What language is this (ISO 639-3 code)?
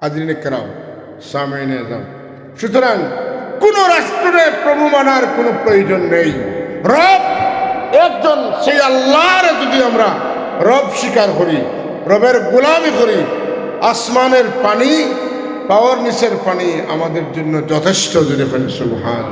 syl